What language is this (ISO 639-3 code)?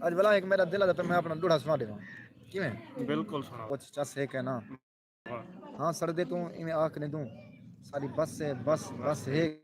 skr